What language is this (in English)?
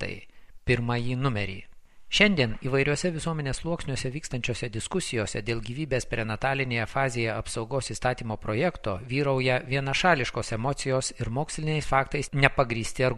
Lithuanian